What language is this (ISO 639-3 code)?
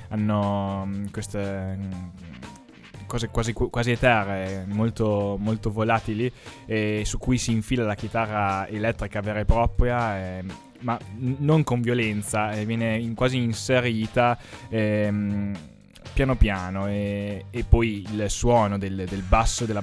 ita